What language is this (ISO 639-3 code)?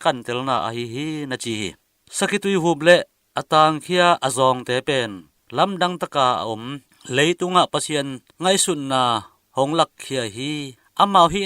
ctd